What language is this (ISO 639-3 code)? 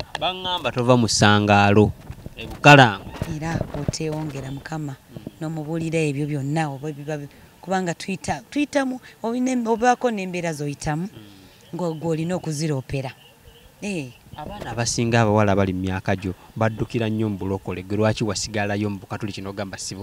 lug